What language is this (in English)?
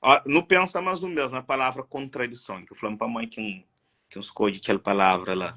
Kabuverdianu